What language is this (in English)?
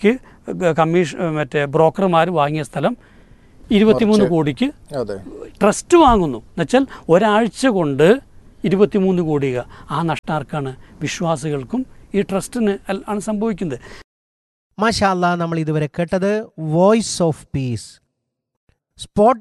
Malayalam